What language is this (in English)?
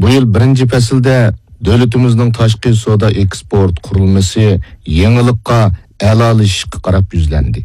Uyghur